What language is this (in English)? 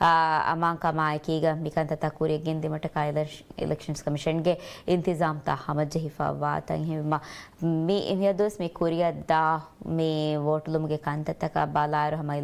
Divehi